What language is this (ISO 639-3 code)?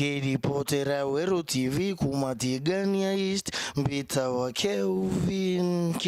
mer